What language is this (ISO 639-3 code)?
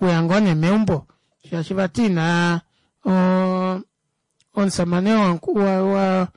kua